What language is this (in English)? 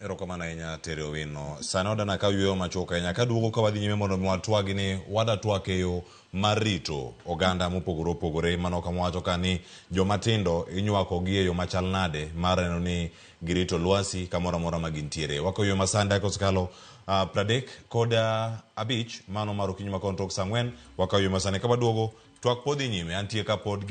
Luo (Kenya and Tanzania)